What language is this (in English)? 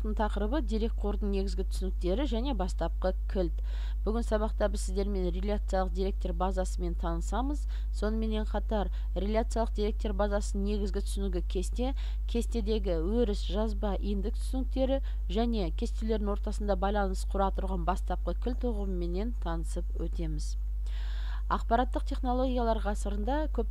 Kazakh